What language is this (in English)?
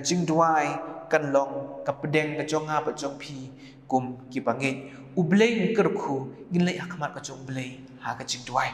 Khasi